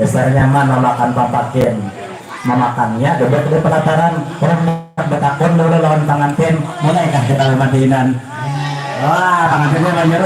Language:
Banjar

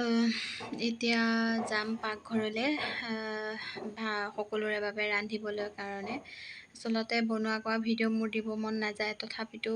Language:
Assamese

